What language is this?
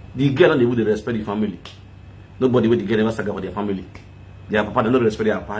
Nigerian Pidgin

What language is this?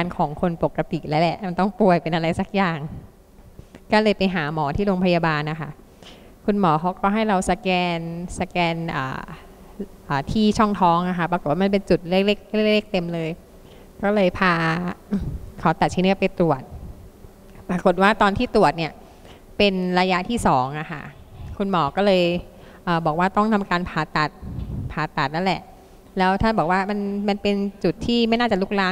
Thai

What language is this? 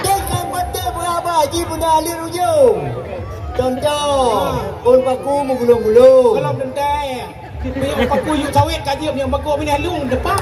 Achinese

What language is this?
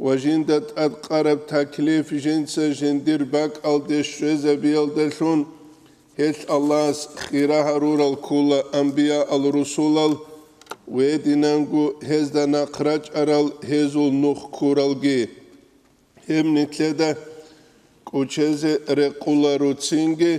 Avaric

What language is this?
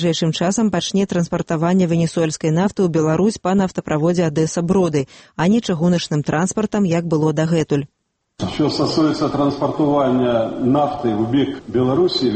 Belarusian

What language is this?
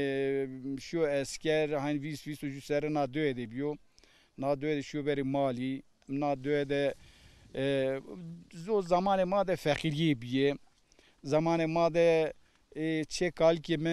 Zaza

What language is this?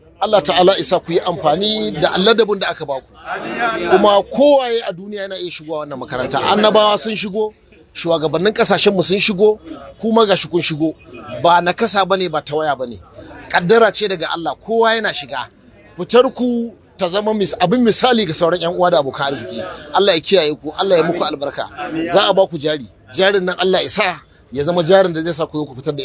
Hausa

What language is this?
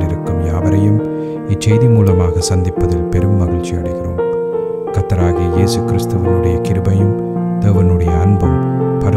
Tamil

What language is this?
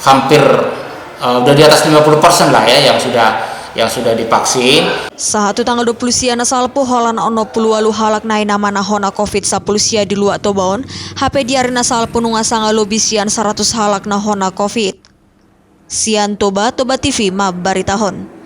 Batak Toba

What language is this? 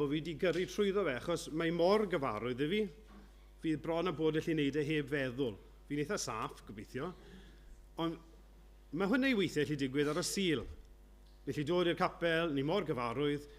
Welsh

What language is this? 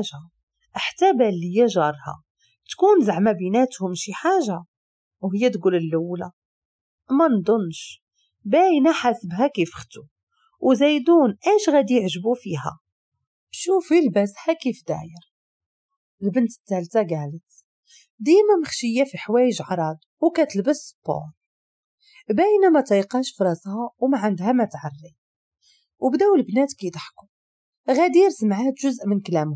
Moroccan Arabic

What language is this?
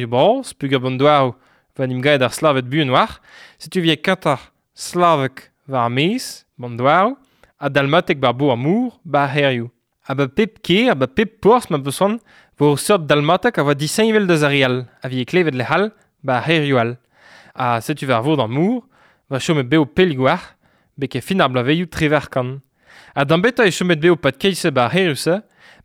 Breton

